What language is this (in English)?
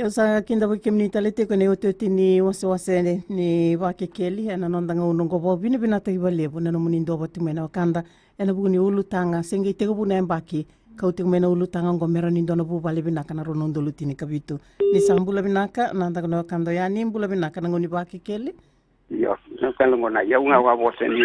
Fijian